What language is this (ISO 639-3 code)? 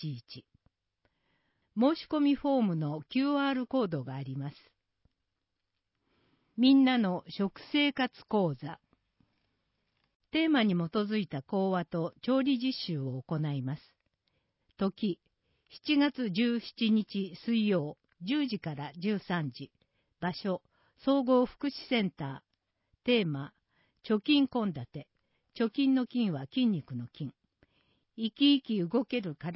jpn